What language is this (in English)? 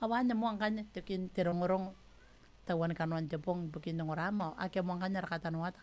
Gilbertese